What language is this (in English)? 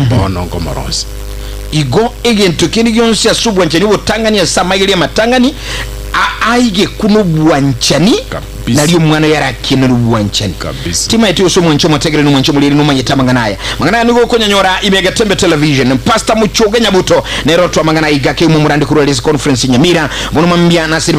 Gusii